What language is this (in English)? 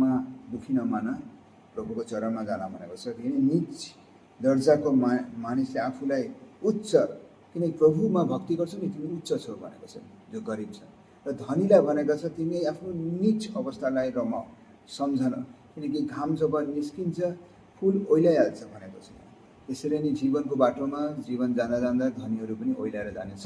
Nepali